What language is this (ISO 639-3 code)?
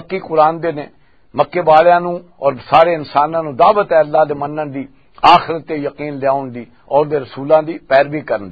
lah